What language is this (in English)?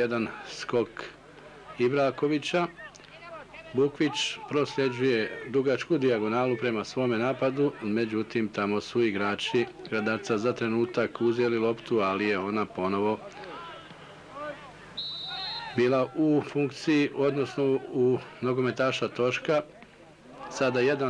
Bosnian